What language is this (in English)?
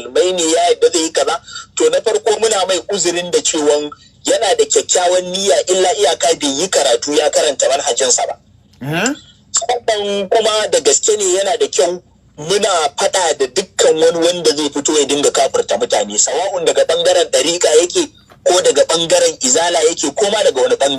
Hausa